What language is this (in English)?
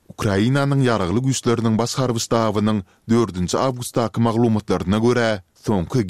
Turkmen